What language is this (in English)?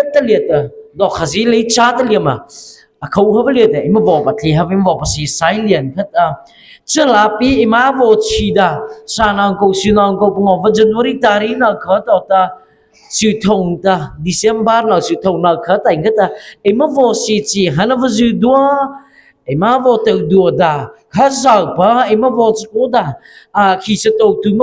Mara Chin